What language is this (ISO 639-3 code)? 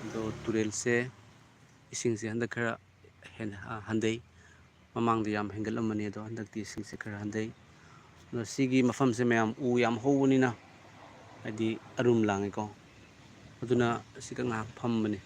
mni